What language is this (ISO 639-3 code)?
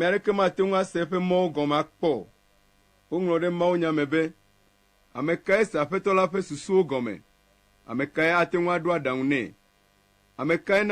ewe